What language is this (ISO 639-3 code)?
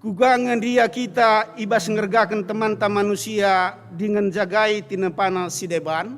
btx